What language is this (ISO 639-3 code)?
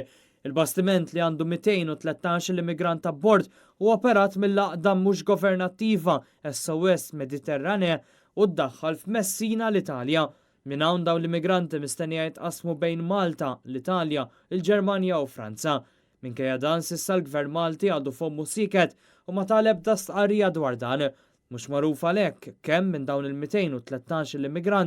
mlt